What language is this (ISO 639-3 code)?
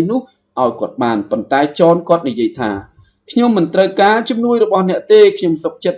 khm